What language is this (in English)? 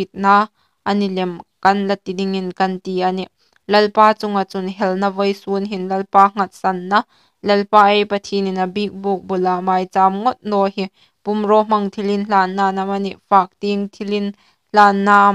Hmar